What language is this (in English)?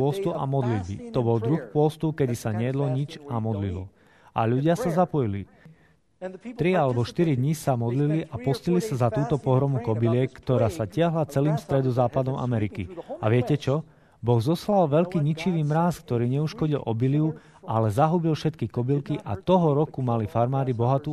Slovak